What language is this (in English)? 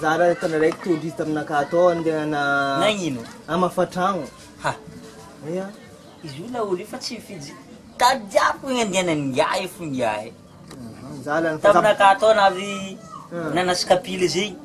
Malagasy